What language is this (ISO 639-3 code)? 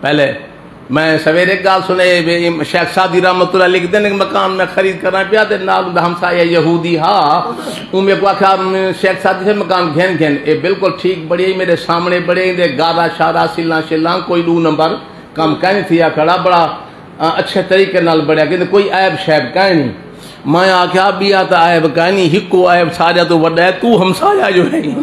skr